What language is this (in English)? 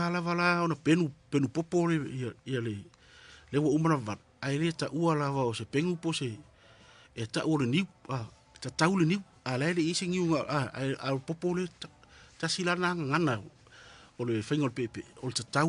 Samoan